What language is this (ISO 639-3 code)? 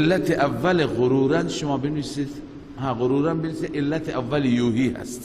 fas